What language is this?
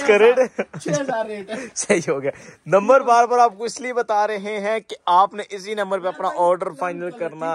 Hindi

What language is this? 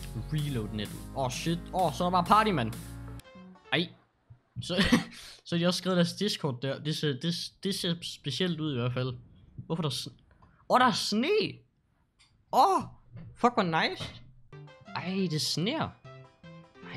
Danish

